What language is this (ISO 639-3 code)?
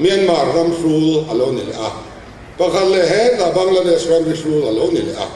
lus